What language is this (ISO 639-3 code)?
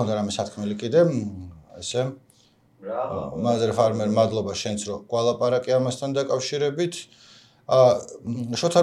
kat